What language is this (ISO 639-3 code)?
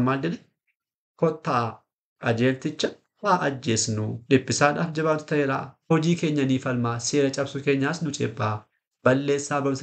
orm